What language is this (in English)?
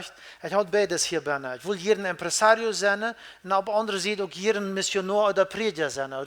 Plautdietsch